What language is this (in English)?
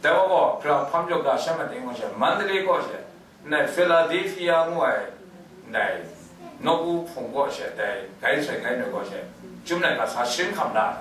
Kachin